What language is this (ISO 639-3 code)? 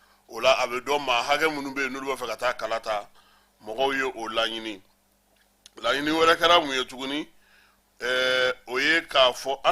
bam